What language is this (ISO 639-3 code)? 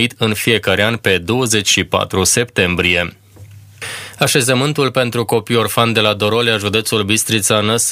ron